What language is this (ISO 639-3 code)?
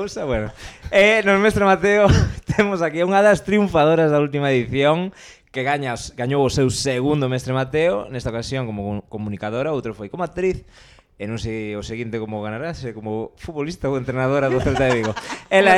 glg